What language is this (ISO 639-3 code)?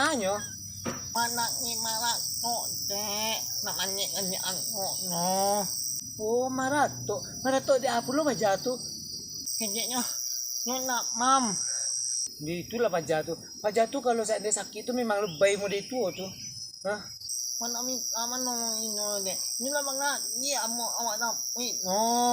min